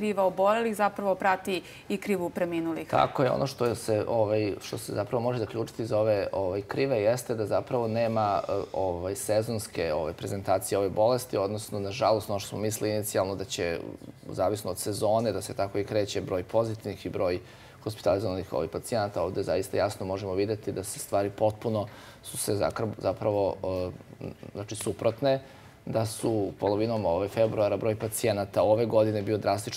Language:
Serbian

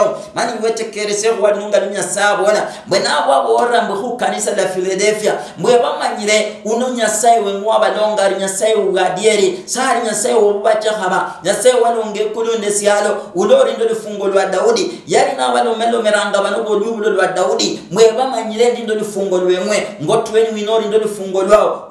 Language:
Luyia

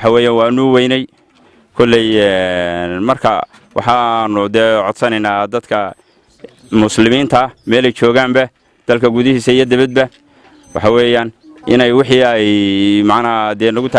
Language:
Somali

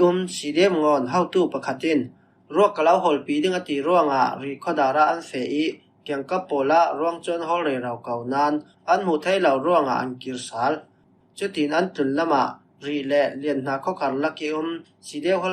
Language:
Falam Chin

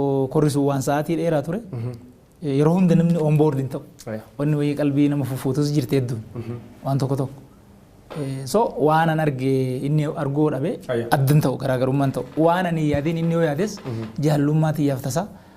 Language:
Oromo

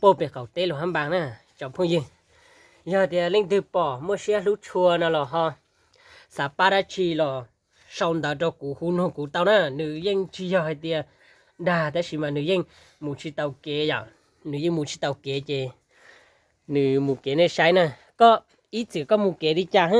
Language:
Hmong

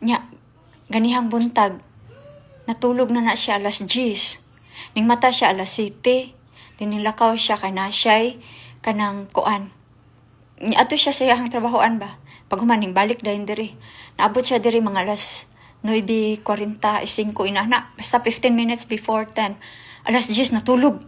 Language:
Cebuano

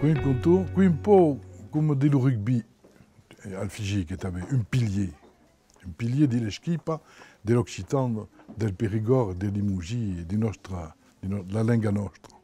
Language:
Occitan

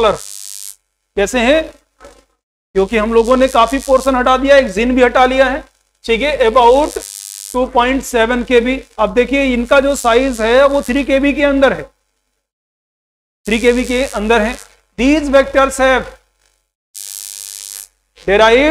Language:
Hindi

